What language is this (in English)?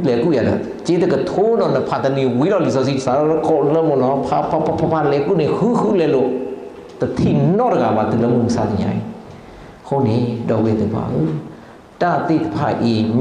S'gaw Karen